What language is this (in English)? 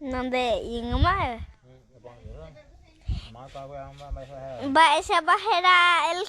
Guarani